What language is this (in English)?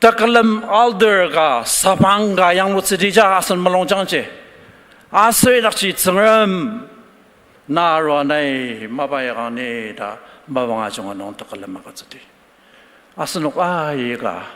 Ao Naga